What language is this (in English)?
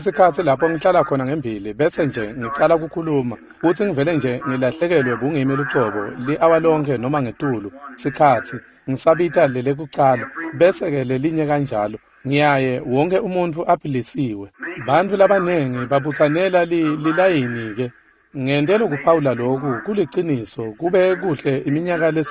Swati